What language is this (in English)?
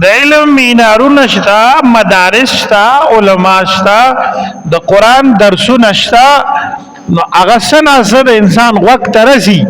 Pashto